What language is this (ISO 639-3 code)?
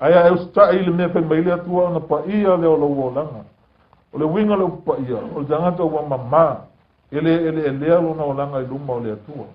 smo